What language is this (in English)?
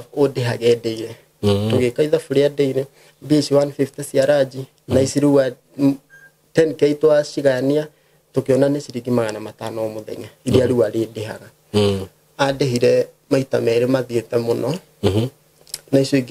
Kikuyu